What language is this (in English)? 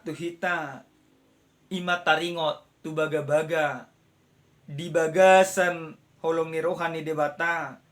Batak Toba